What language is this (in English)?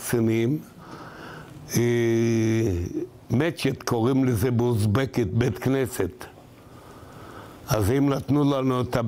Hebrew